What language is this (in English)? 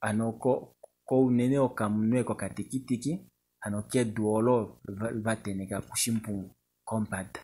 Kuanyama